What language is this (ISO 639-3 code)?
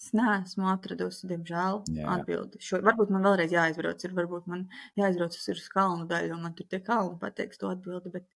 lav